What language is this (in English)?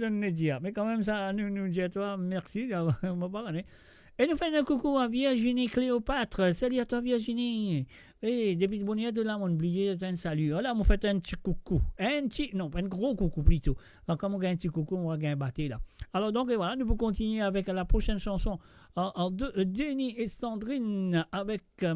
Morisyen